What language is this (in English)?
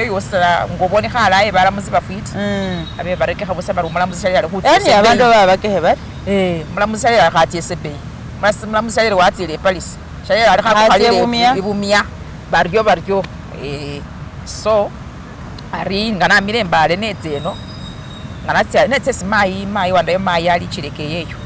Masaaba